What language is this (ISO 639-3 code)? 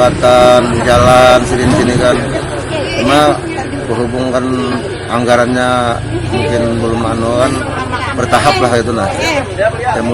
bjn